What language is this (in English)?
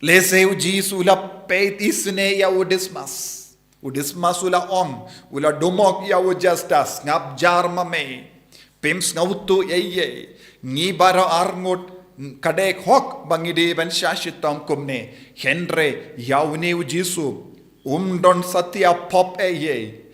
Khasi